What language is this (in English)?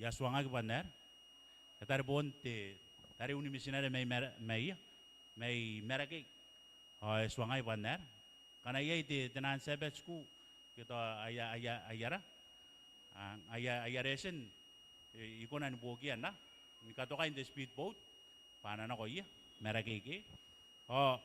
Gilbertese